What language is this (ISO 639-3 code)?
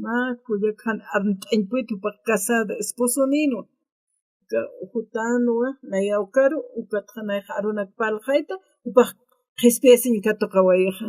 aym